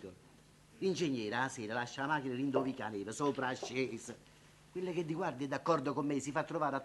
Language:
Neapolitan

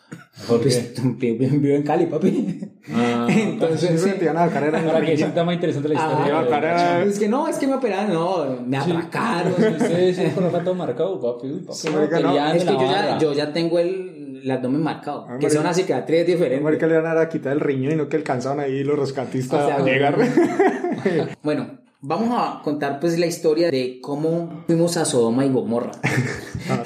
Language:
Spanish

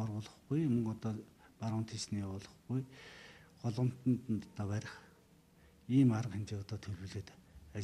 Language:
Mongolian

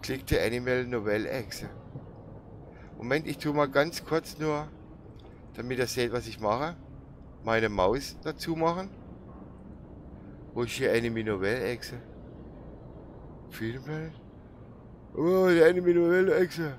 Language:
German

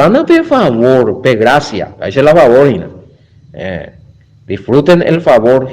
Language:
Guarani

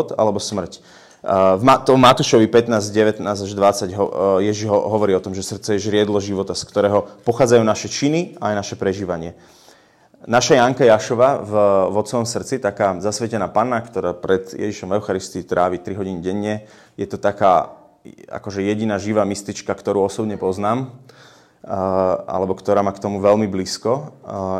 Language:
Slovak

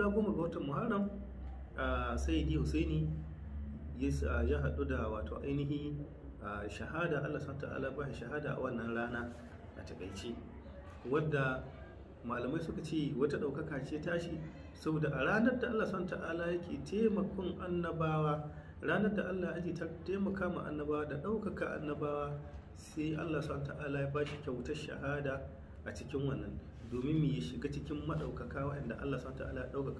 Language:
Hausa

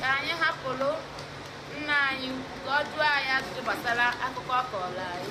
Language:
Igbo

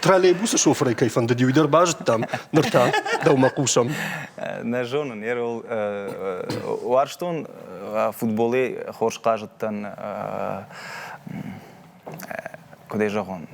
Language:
Ossetic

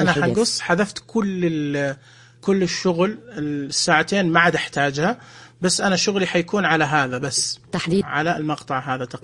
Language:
Najdi Arabic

